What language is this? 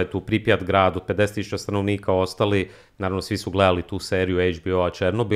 Croatian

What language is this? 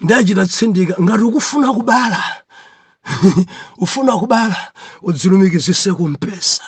Nyanja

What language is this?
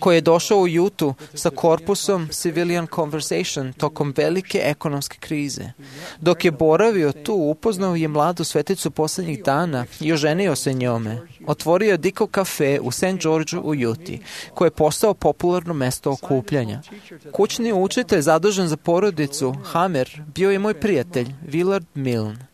Serbian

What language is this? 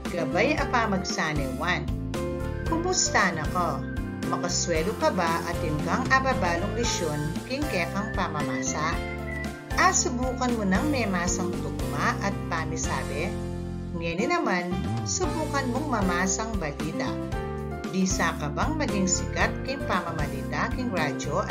Pampanga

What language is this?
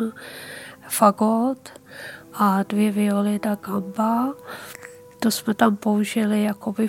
Czech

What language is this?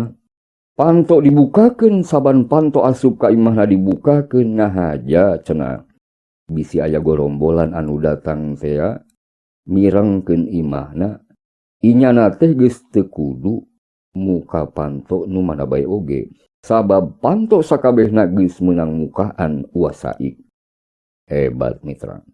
Sundanese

